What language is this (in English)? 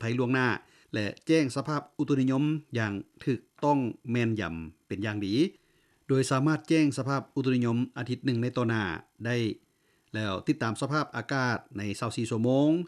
Lao